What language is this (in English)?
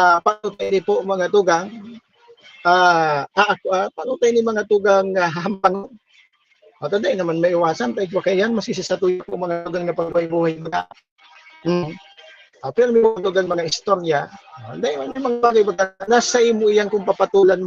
Bikol